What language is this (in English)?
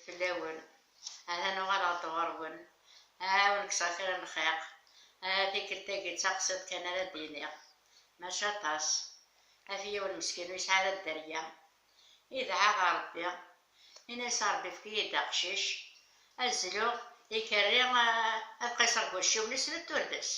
Kabyle